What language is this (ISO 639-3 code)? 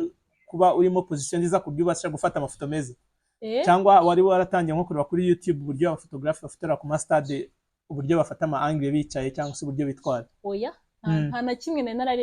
kin